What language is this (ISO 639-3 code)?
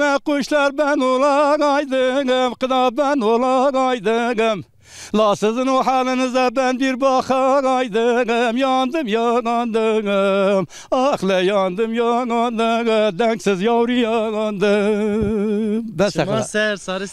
zza